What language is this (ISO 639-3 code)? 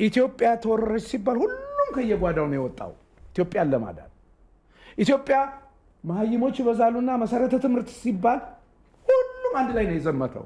amh